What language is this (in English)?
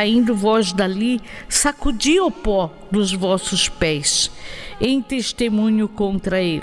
Portuguese